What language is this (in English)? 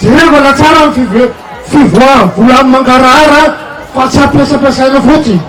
Malagasy